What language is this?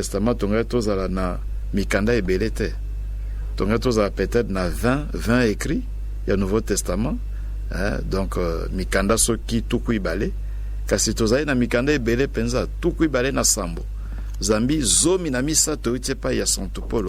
Lingala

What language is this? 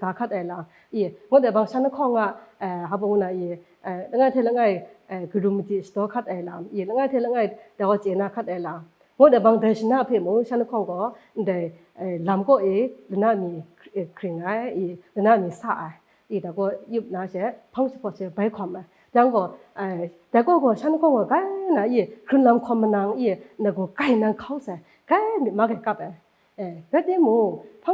Kachin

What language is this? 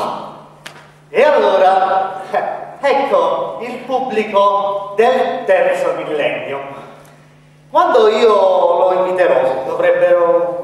Italian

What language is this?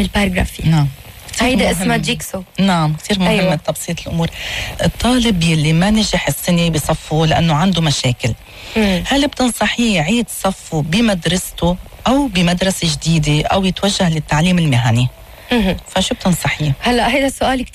North Levantine Arabic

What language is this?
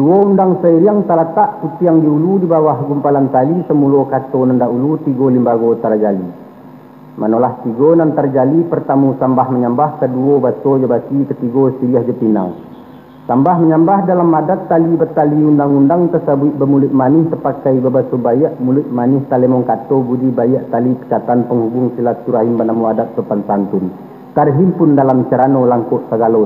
Minangkabau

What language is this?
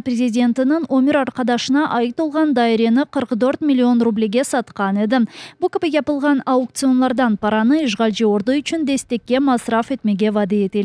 Crimean Tatar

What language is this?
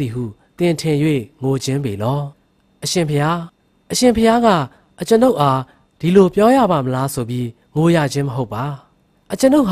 Burmese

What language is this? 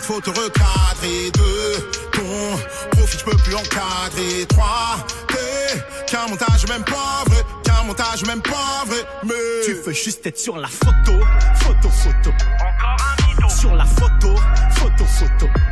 French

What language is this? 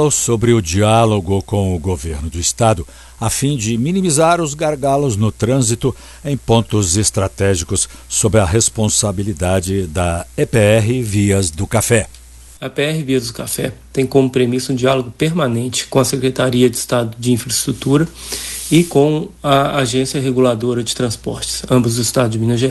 Portuguese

